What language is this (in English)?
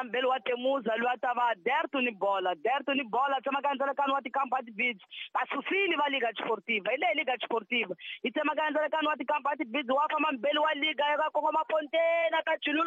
Tsonga